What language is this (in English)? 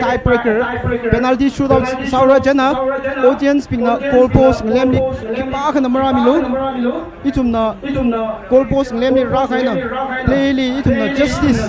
Tangkhul Naga (India)